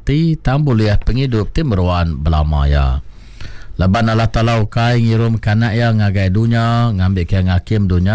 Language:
Iban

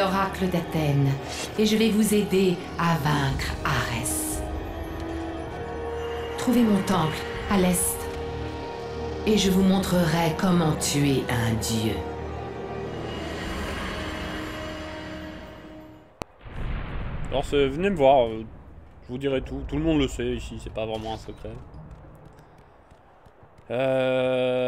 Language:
French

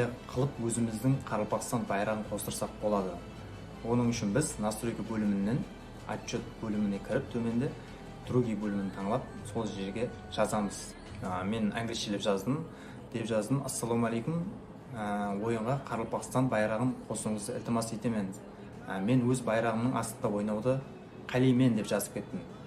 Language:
Kara-Kalpak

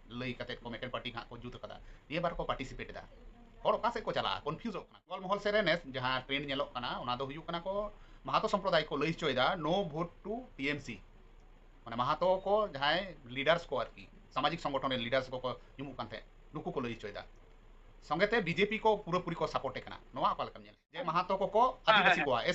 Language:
Santali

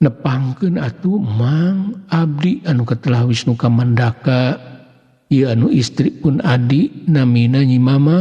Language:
Sundanese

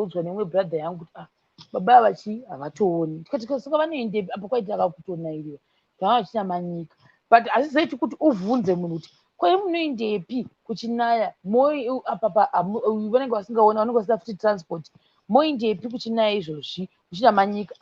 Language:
Shona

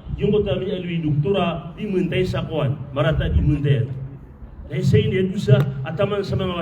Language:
Maranao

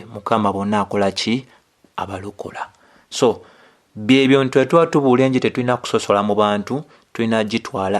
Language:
Ganda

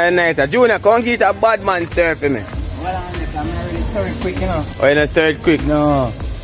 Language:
Jamaican Creole English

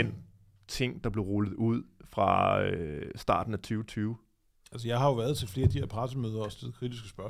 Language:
Danish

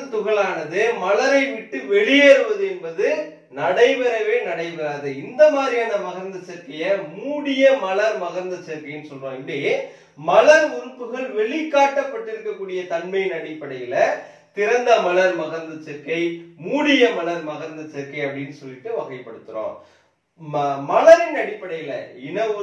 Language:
Tamil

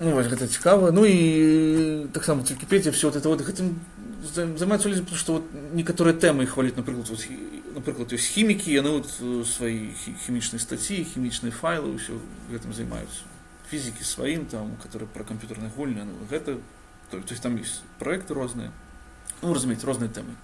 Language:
Belarusian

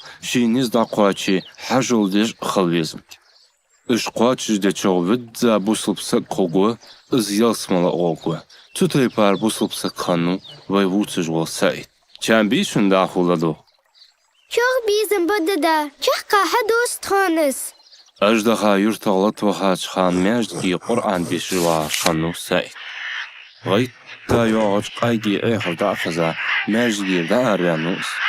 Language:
Ingush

